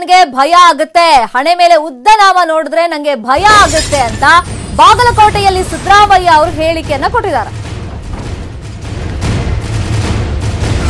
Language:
Kannada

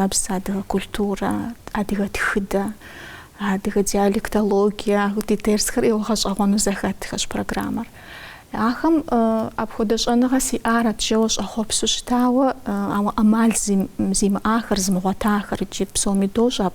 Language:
Kabardian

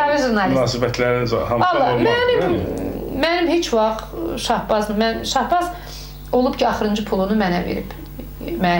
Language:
Azerbaijani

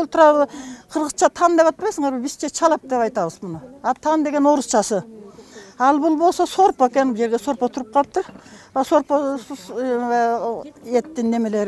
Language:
Kyrgyz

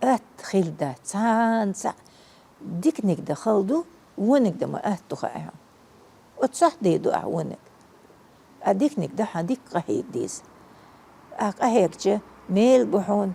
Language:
Chechen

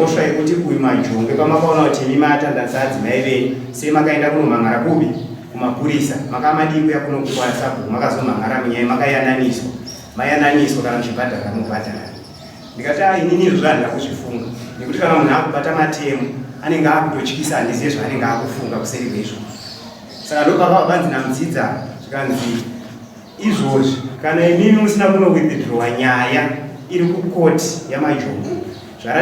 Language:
Shona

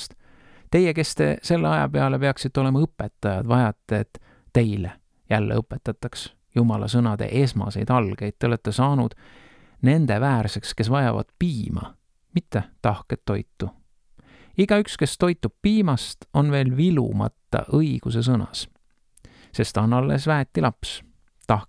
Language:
Estonian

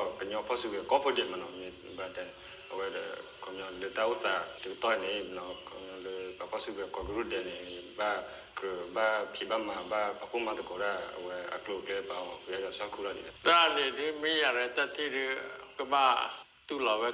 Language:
S'gaw Karen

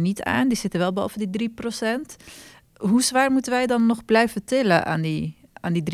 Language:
Dutch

